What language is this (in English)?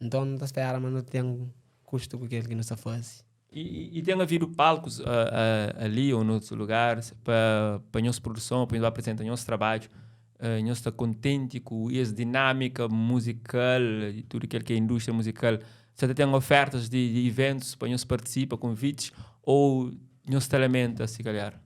Kabuverdianu